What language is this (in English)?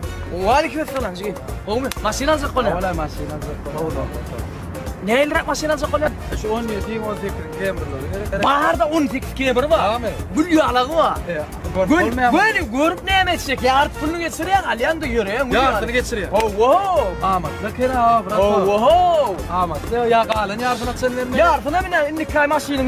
Turkmen